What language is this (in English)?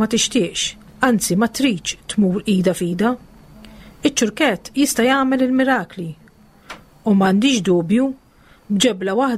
Maltese